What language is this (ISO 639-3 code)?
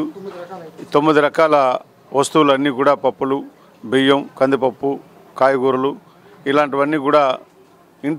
tel